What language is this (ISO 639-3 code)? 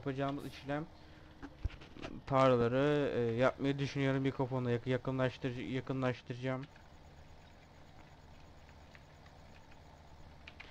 tur